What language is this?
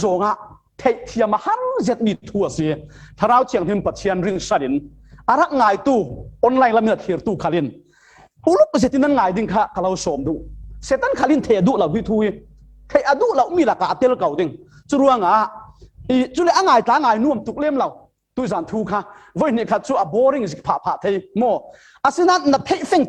Falam Chin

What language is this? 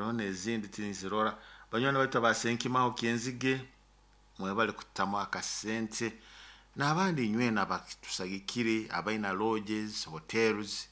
Nyoro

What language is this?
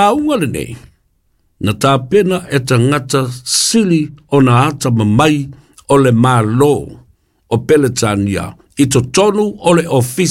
Samoan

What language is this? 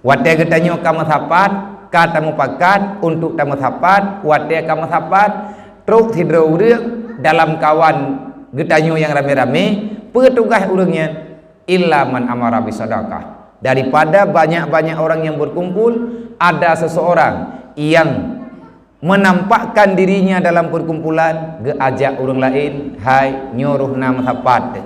Achinese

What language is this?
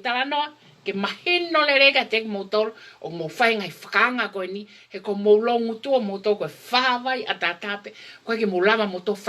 Tongan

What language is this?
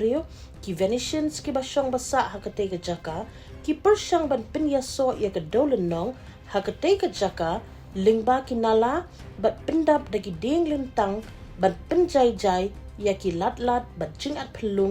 Khasi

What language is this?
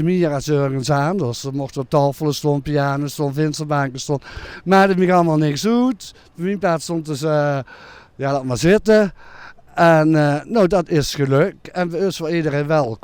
Limburgish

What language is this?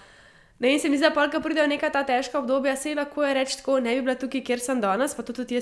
Slovenian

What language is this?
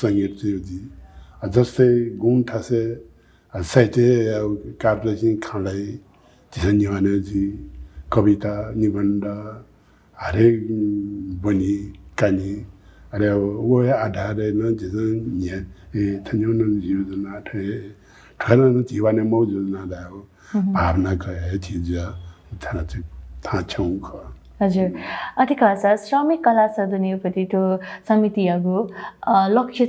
Newari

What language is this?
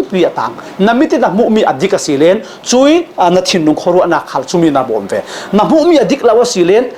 Falam Chin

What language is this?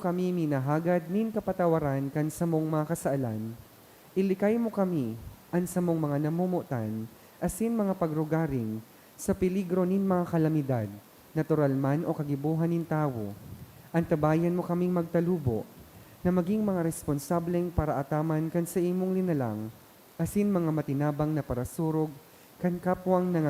Bikol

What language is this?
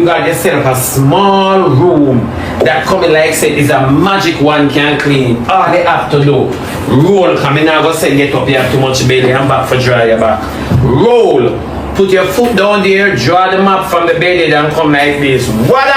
Jamaican Creole English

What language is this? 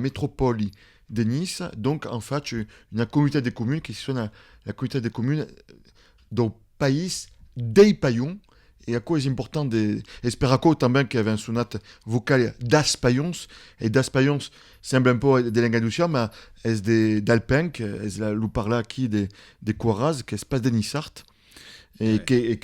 Occitan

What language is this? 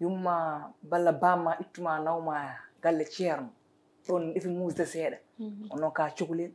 Fula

